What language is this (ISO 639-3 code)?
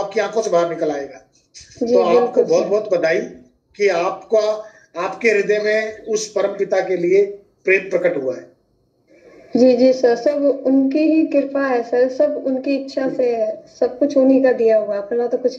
hin